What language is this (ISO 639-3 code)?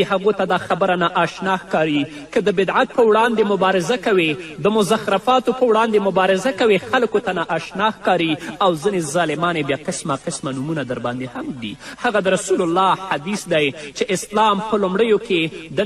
pus